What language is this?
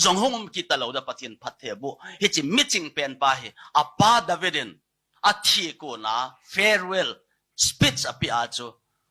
Thado Chin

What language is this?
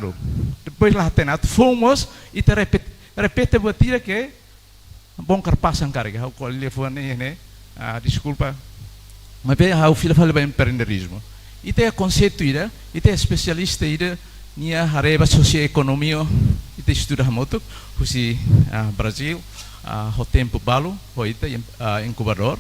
Tetum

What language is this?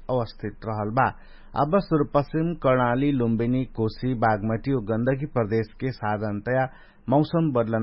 Dangaura Tharu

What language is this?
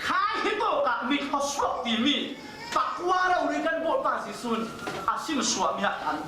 Falam Chin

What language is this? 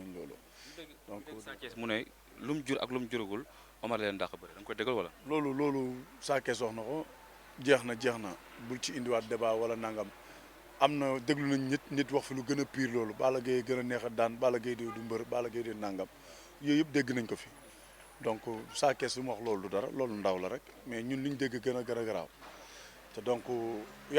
Wolof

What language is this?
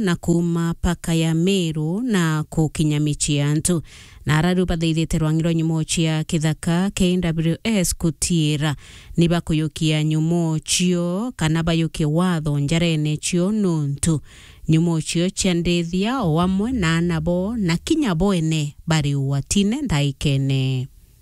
Meru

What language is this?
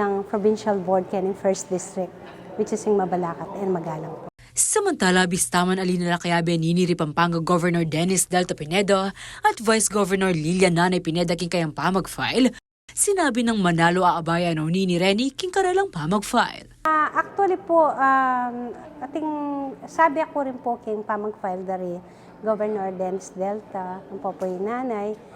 Pampanga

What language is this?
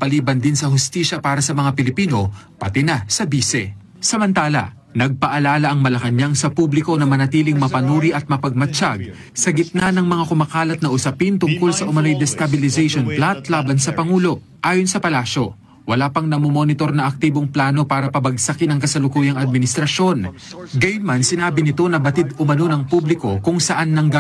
Filipino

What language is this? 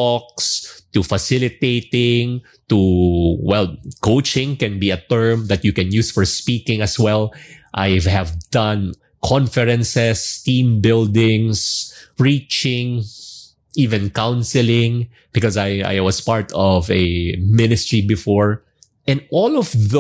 English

